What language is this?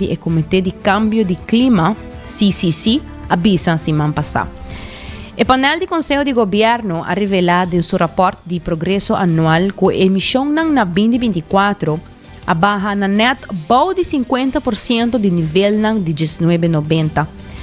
Papiamento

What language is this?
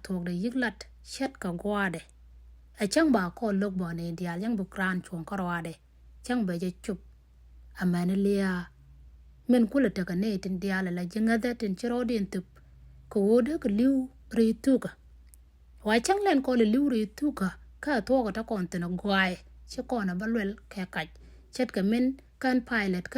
Nuer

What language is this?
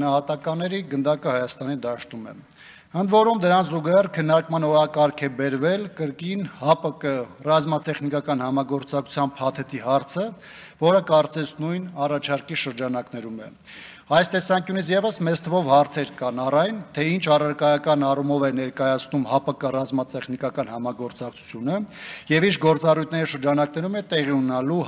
Armenian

